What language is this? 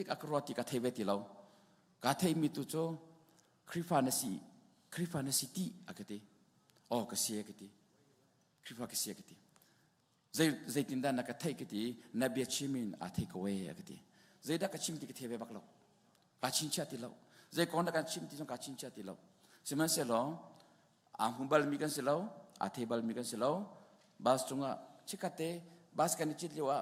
Hakha Chin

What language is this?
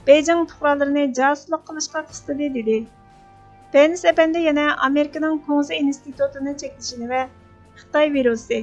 Uyghur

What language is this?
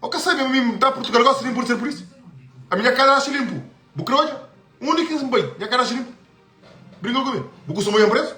Kabuverdianu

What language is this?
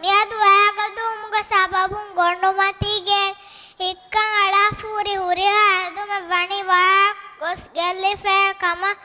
Divehi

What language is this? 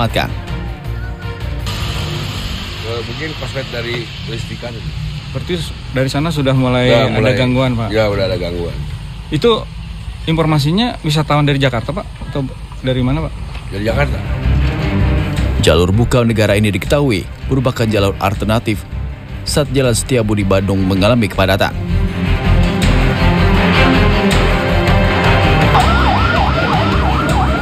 Indonesian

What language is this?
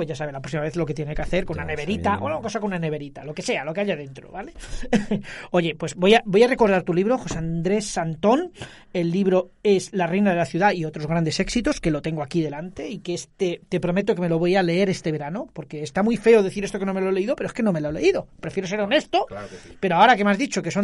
Spanish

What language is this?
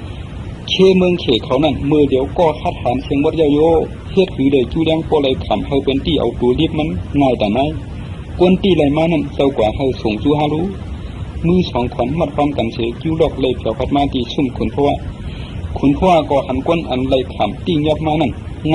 Shan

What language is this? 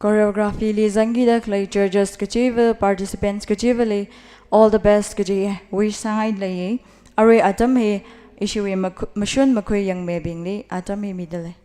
Tangkhul Naga (India)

